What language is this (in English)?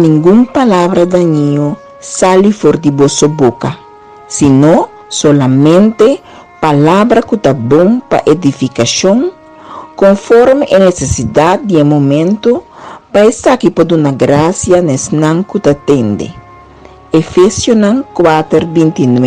Papiamento